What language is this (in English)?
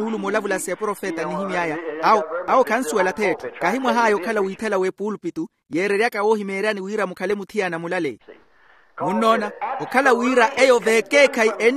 Makhuwa